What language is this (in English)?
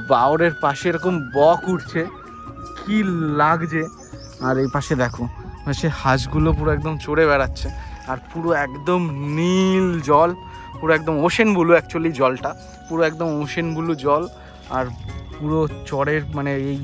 Bangla